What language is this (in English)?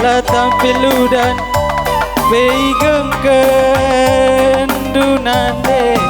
Batak Karo